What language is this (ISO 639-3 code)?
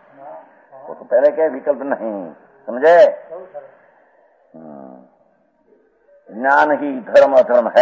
hin